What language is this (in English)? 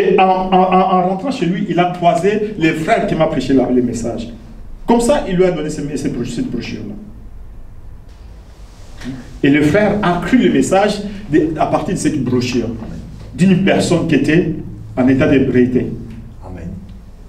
French